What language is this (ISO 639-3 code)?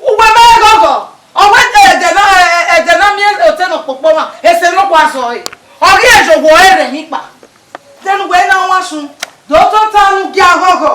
bin